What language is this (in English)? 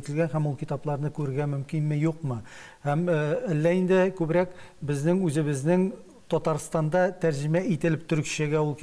Tatar